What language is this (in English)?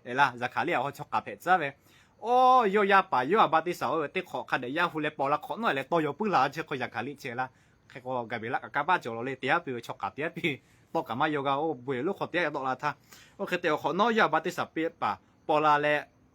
Lahu